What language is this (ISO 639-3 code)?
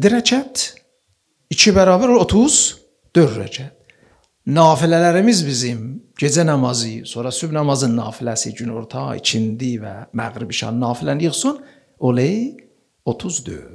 aze